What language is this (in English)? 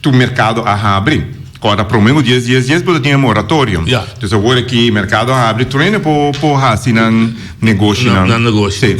Papiamento